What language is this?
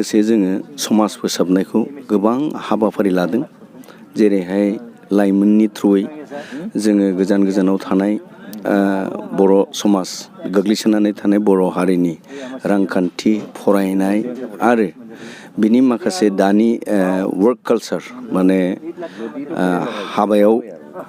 Bodo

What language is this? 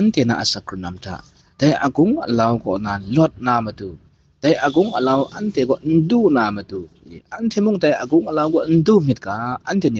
Kachin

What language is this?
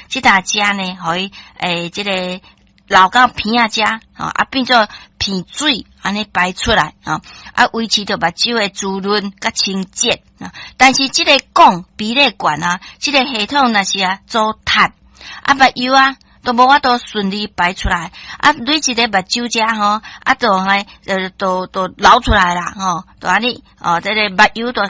Min Nan Chinese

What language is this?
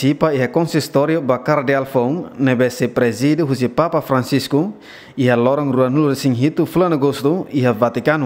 Tetum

